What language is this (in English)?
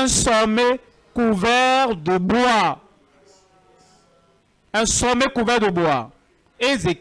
French